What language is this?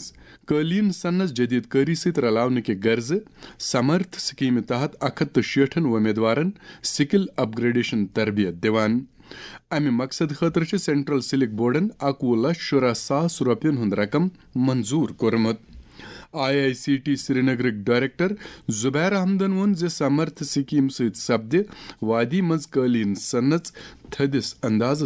Kashmiri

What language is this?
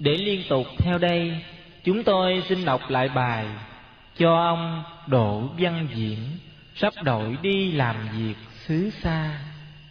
Vietnamese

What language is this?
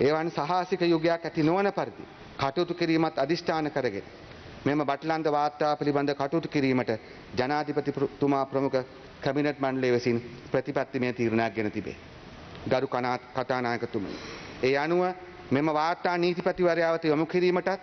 Sinhala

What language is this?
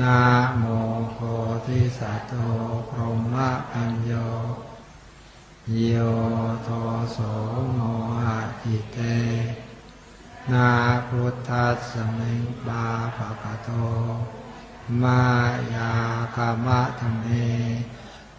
Pali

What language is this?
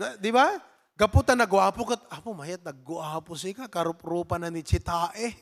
Iloko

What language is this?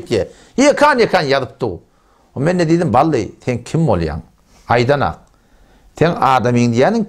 Turkmen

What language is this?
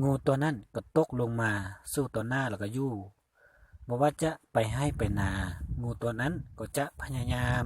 Lao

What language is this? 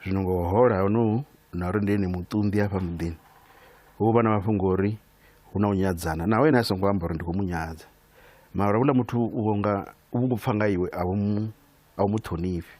Venda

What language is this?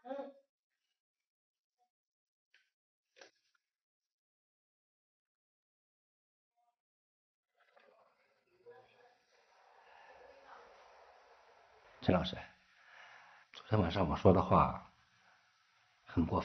Chinese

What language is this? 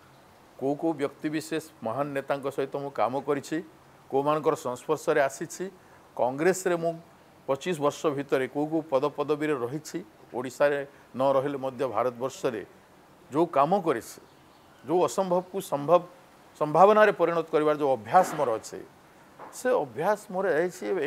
Odia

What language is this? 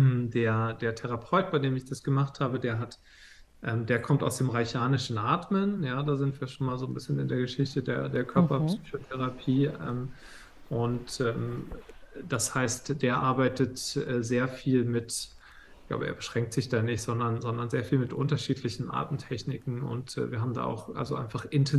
German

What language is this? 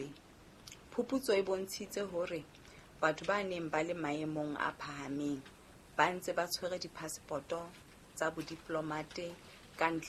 Southern Sotho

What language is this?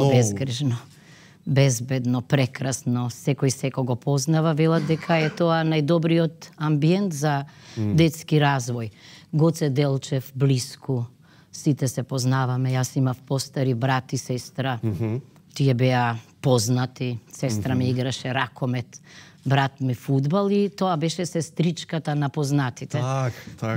Macedonian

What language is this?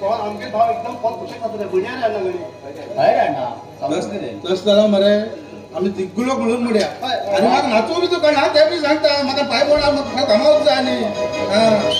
Konkani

